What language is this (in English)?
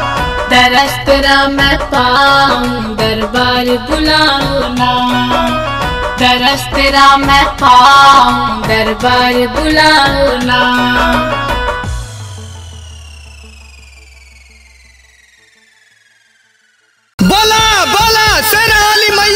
Bhojpuri